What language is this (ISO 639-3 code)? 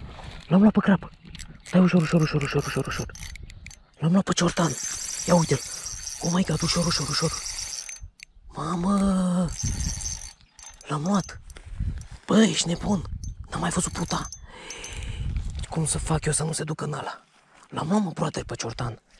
ron